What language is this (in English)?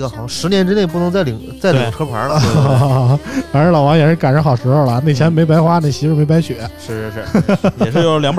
Chinese